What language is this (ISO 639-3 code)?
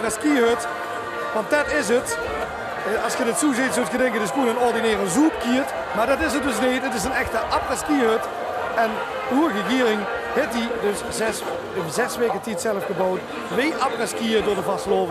lim